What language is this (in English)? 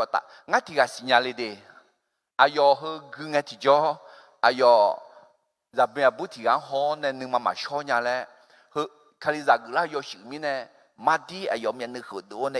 Akha